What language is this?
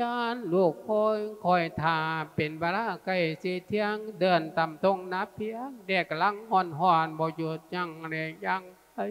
Lao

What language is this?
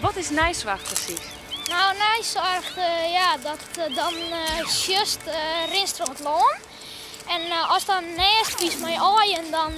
Western Frisian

